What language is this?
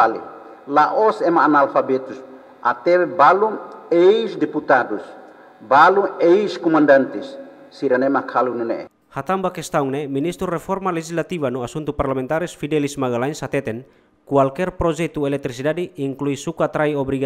Tetum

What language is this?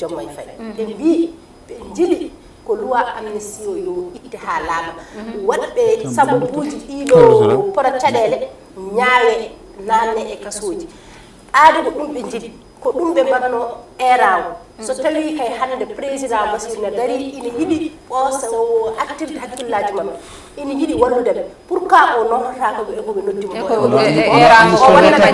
Fula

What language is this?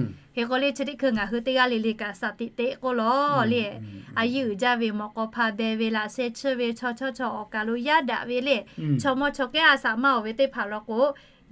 Lahu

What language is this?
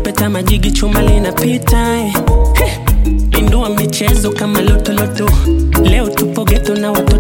Swahili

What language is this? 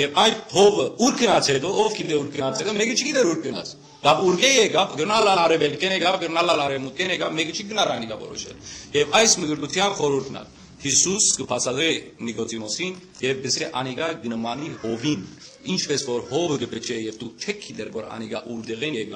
Western Armenian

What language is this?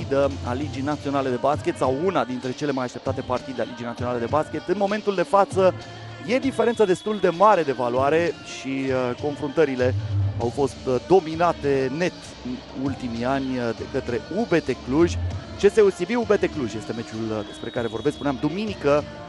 Romanian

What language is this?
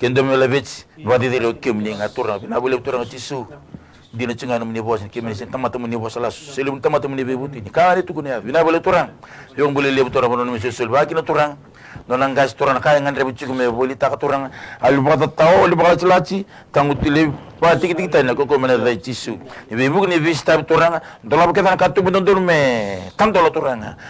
Fijian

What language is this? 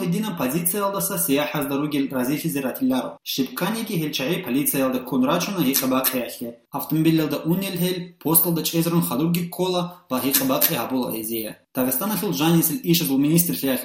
Avaric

